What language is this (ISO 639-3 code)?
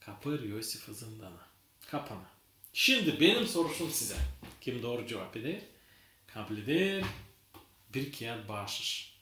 gag